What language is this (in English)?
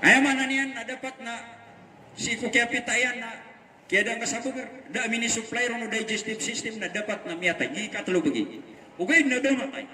Maranao